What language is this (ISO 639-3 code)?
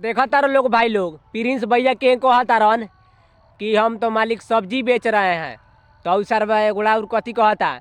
bho